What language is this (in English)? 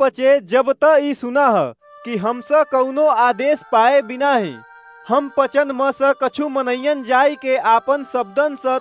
Awadhi